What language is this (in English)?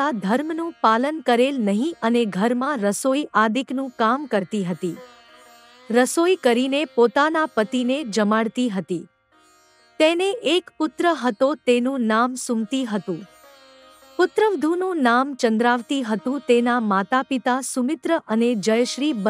Gujarati